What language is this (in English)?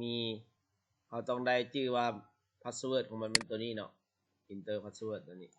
Lao